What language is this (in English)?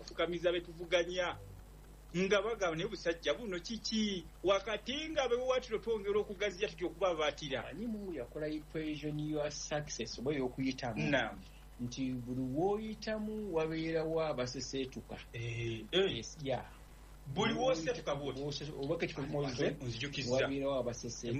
Ganda